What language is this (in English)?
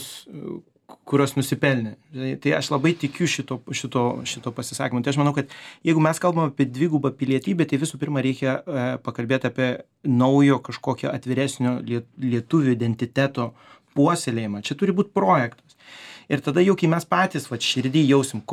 Lithuanian